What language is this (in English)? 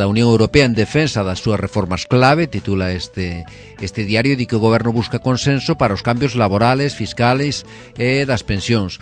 Galician